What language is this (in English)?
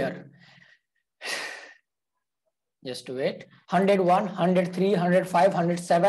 Hindi